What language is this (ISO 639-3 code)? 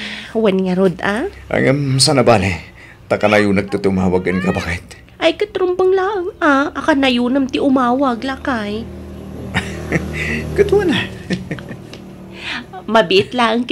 ilo